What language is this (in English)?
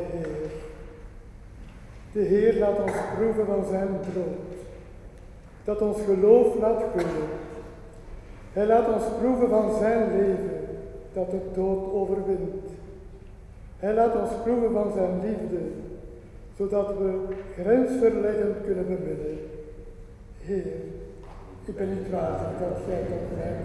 Dutch